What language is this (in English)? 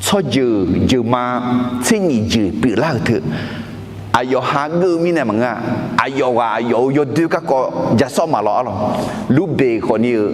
Akha